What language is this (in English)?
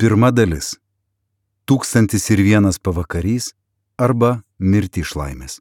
Lithuanian